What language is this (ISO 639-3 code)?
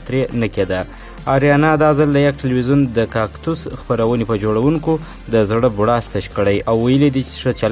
pus